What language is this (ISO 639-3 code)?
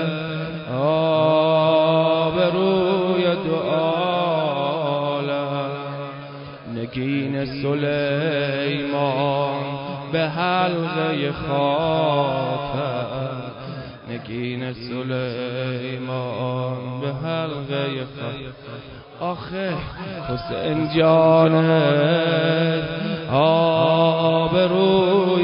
fas